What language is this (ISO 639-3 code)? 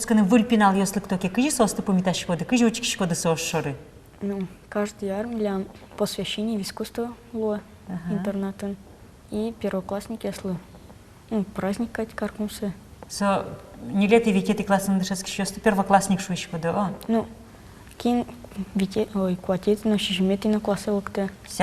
udm